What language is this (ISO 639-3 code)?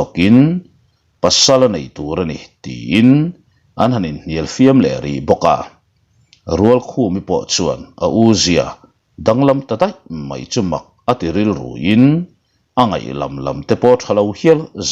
lus